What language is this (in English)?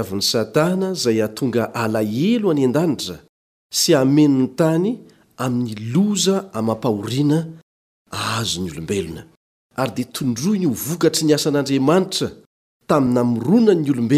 Malagasy